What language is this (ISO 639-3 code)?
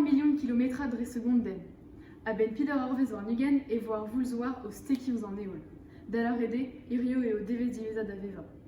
bre